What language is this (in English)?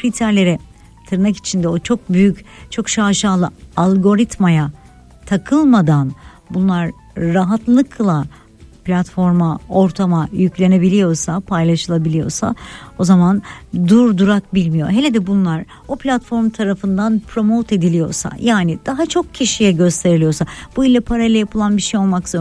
Turkish